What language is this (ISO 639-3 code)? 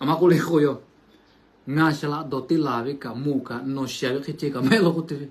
lhu